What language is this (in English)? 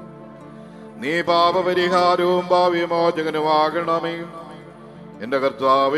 Malayalam